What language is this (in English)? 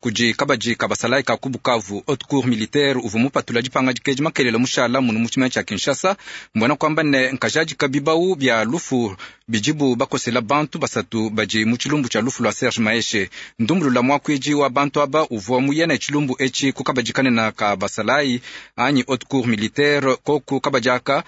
Luba-Lulua